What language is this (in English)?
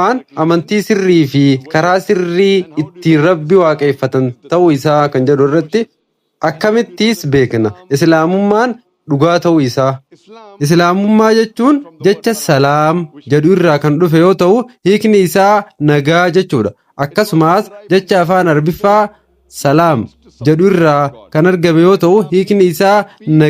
Oromo